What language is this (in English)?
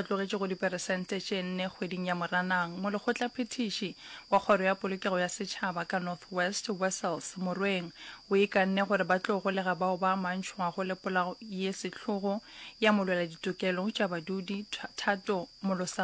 Northern Sotho